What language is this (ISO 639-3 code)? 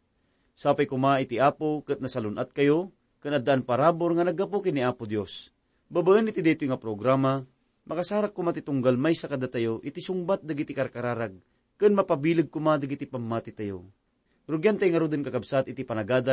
ilo